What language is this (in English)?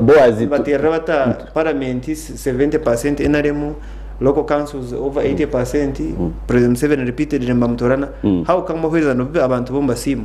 Nyankole